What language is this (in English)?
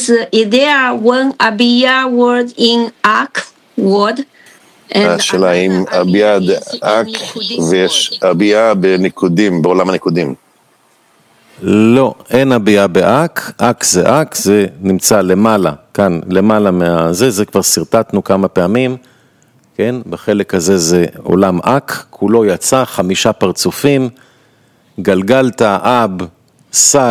Hebrew